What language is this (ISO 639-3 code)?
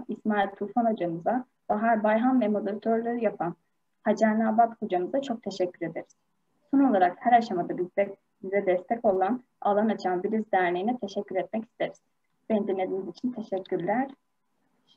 tur